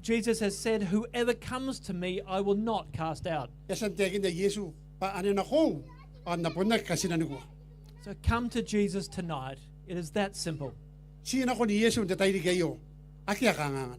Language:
Gilbertese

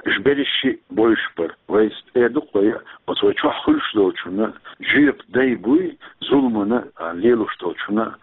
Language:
Chechen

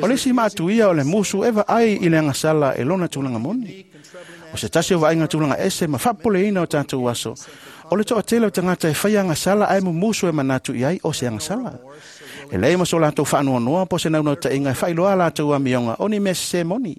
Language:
Samoan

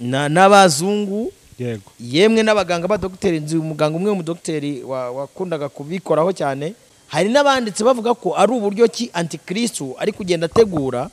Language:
Kinyarwanda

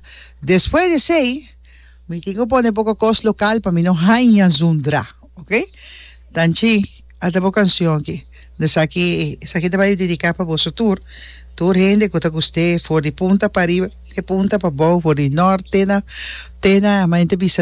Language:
Papiamento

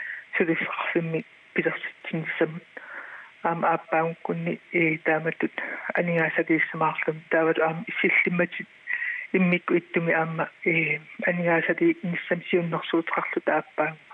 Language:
Kalaallisut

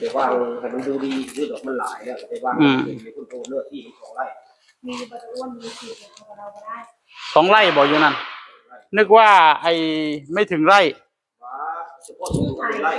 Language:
Northeastern Thai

